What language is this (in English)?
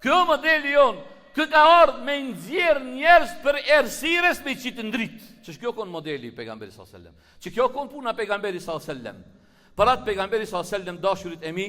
Albanian